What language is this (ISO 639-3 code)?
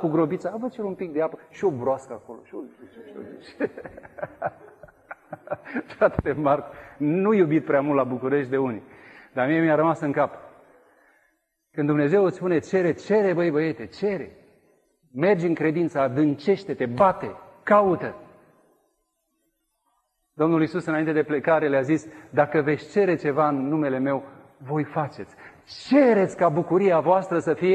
ron